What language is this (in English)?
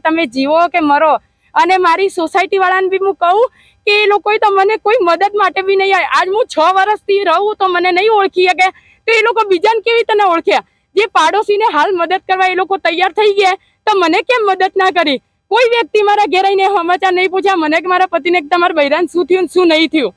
Gujarati